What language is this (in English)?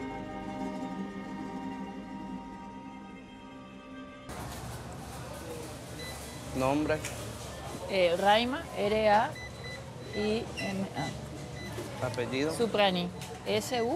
Spanish